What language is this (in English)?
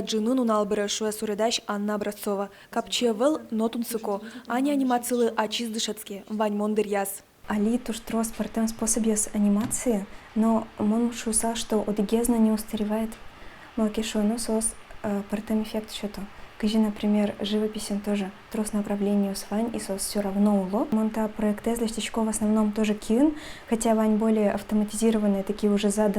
Udmurt